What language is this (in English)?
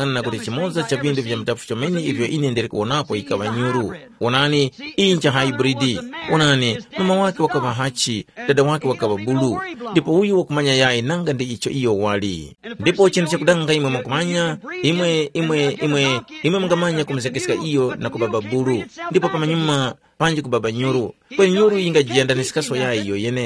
Tumbuka